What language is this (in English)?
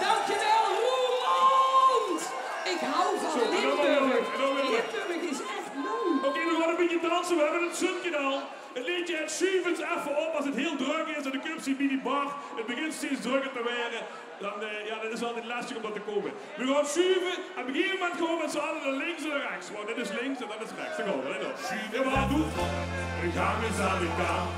Limburgish